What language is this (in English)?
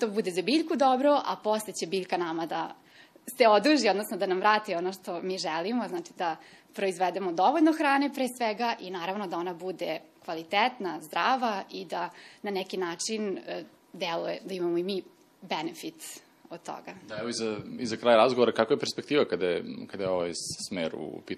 Serbian